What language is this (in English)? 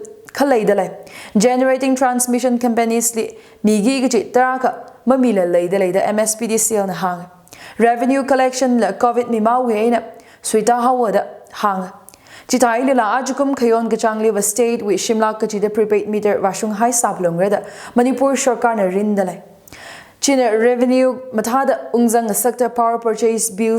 Tangkhul Naga (India)